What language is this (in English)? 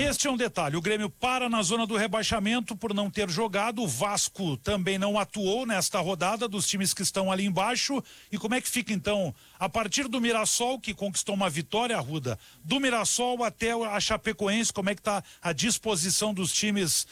Portuguese